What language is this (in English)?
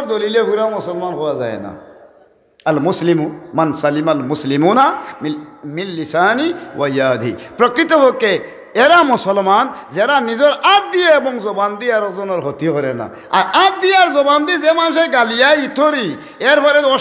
Sylheti